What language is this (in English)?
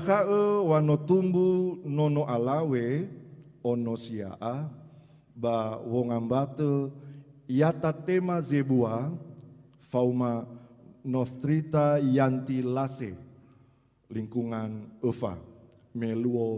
Nias